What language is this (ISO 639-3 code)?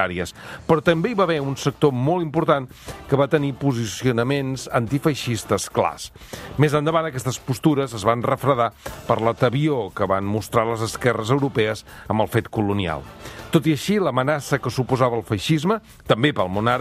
cat